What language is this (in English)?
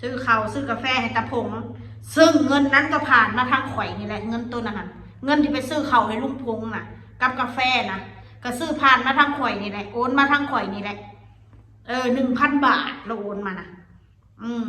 Northeastern Thai